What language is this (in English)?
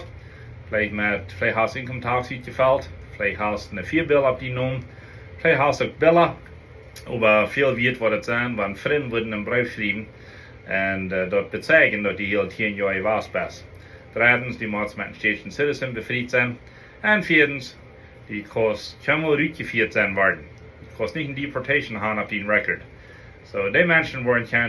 Plautdietsch